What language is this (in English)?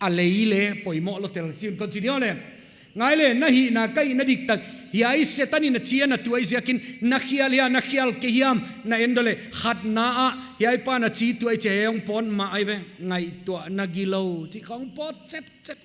Paite Chin